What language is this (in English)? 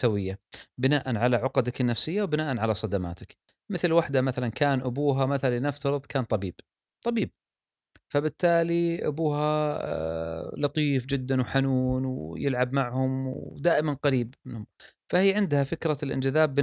Gulf Arabic